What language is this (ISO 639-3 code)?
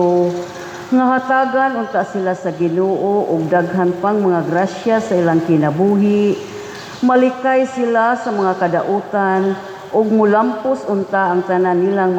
ceb